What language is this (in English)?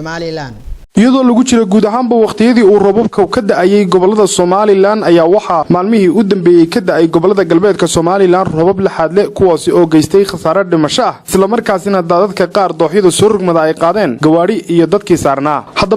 Somali